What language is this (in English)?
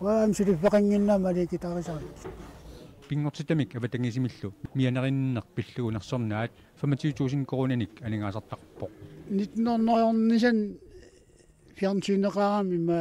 Kalaallisut